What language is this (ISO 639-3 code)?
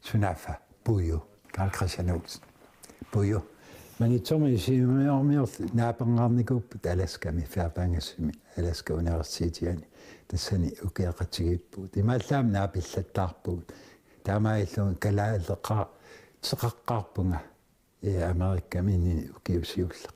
kal